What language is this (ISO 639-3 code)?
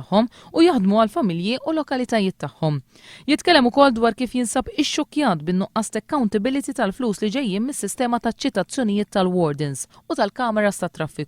mlt